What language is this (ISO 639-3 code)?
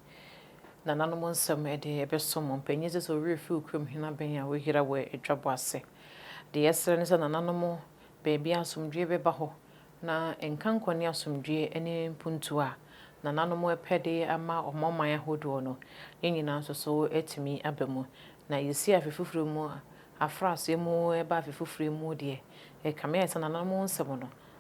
aka